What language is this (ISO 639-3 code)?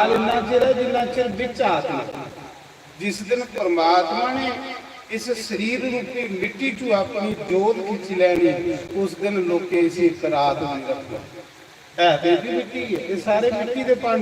doi